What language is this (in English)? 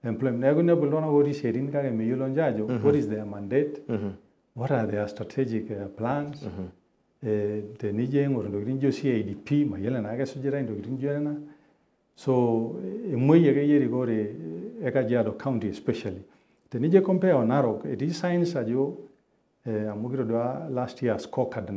Masai